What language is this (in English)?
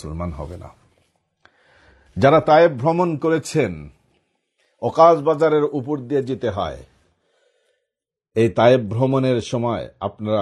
Bangla